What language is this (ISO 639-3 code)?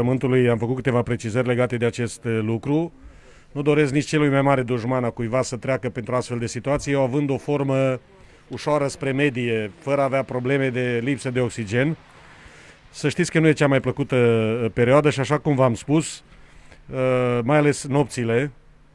ron